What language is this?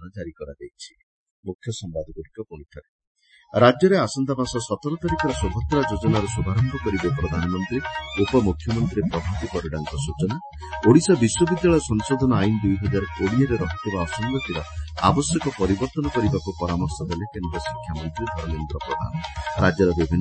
Odia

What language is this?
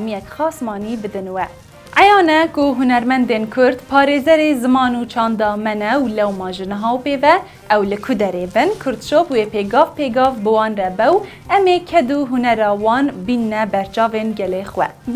Kurdish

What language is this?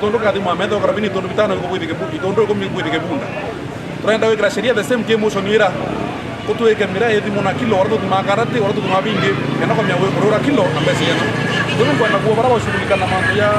Meru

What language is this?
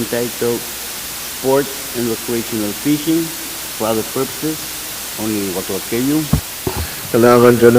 Pohnpeian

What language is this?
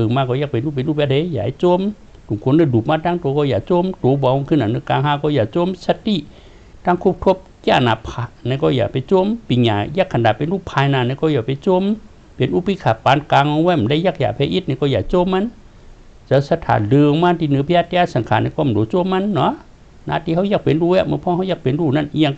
Shan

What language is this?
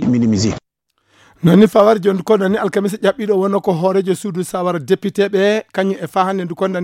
Fula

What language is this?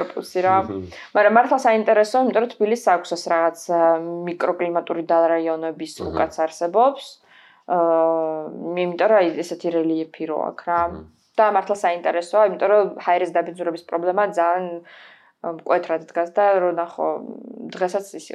Georgian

